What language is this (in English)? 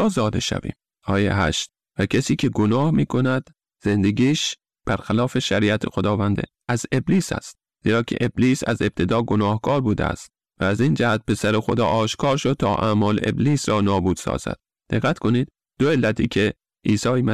Persian